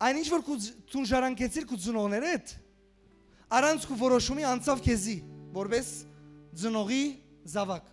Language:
Western Armenian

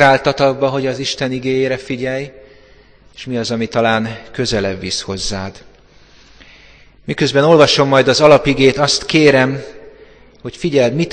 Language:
Hungarian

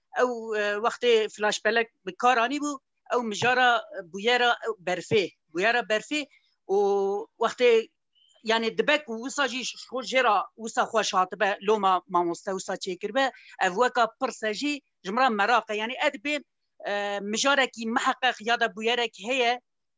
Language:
Kurdish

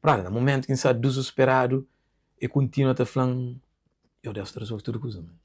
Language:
Kabuverdianu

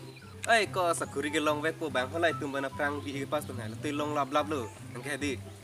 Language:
Karbi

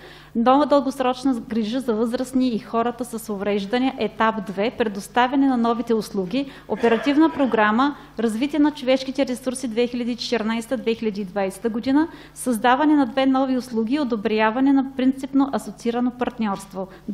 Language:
Bulgarian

